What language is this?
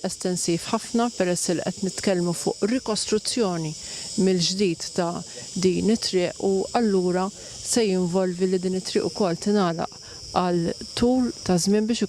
Maltese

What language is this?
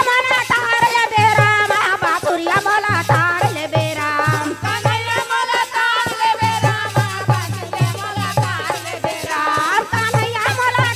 Chhattisgarhi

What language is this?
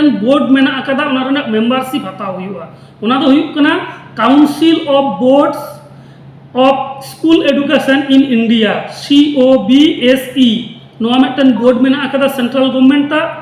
Santali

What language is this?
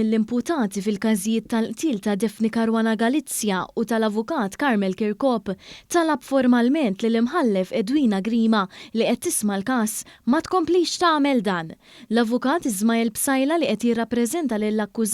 Maltese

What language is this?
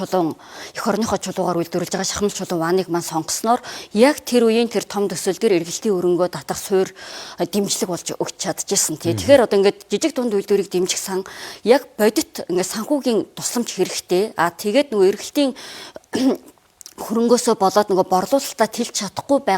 Mongolian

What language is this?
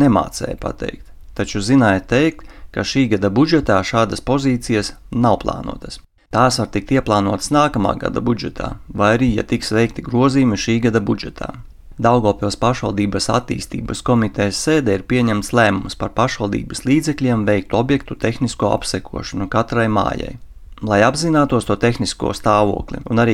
Latvian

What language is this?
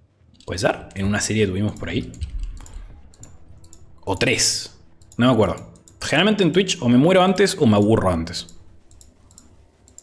Spanish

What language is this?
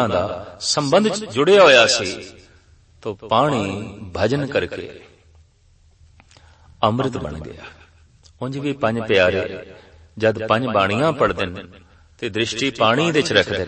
Punjabi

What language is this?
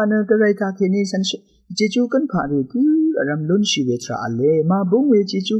Rawang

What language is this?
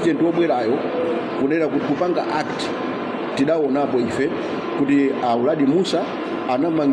Nyanja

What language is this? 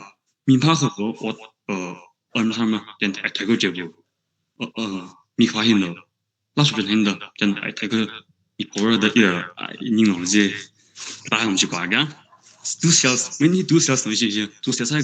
Tangkhul Naga (India)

